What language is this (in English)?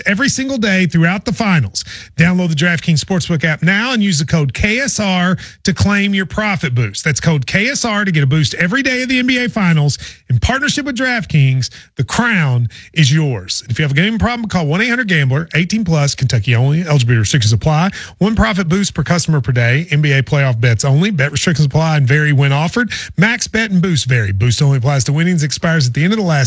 English